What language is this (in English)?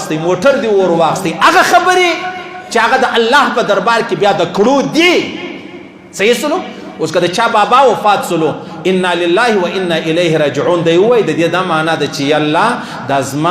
Pashto